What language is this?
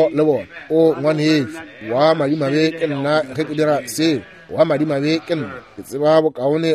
Northern Sotho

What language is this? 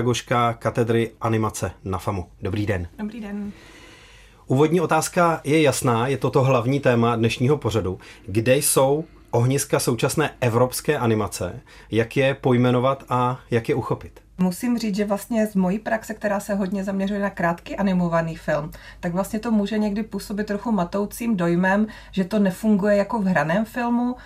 Czech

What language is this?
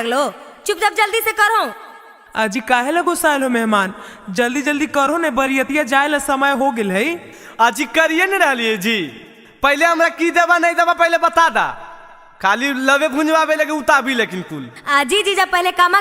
Magahi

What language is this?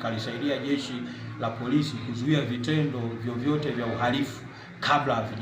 Swahili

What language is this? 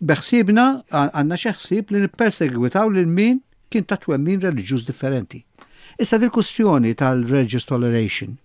Maltese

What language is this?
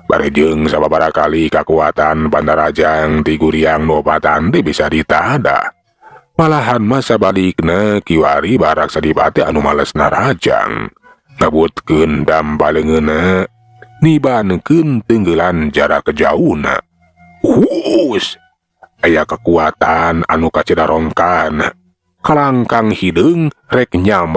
Sundanese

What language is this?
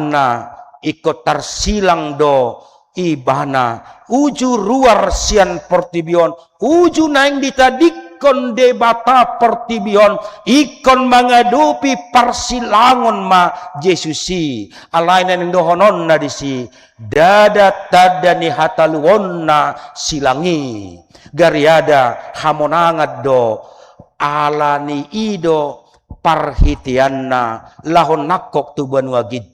Batak Toba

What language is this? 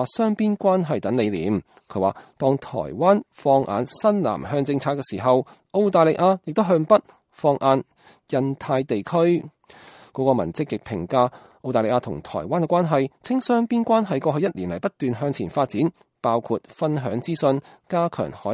Cantonese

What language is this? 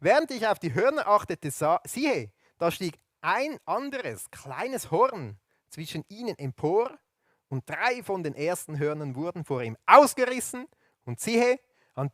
Swiss German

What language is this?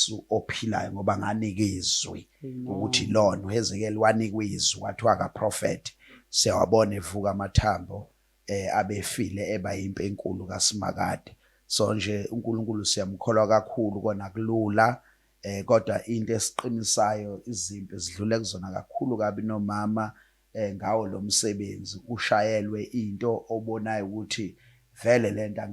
Zulu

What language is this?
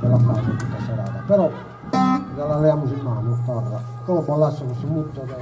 Sardinian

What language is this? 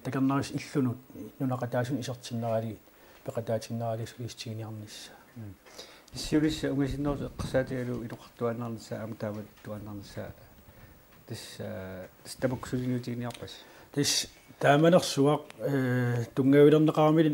Kalaallisut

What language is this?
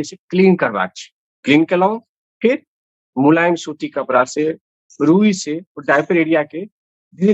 Maithili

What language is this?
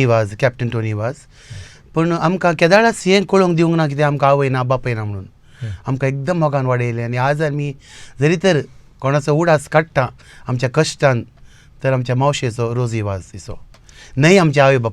Konkani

